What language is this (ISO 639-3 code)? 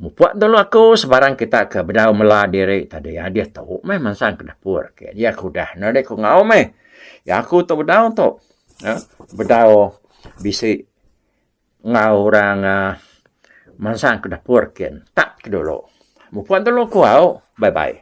iba